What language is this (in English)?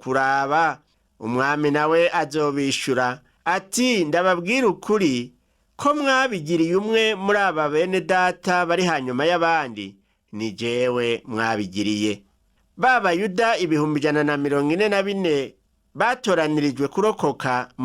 Rundi